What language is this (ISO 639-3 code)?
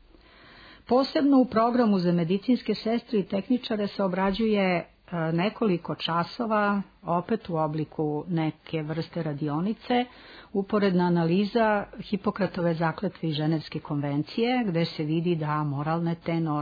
srp